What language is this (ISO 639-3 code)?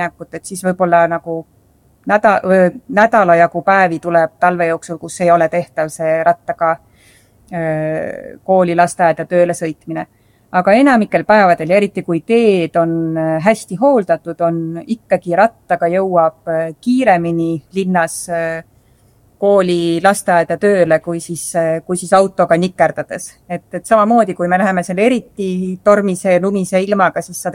est